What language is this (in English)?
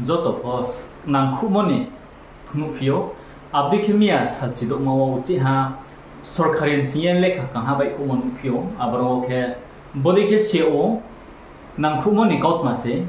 Riang (India)